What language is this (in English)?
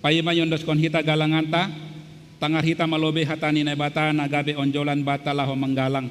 Batak Simalungun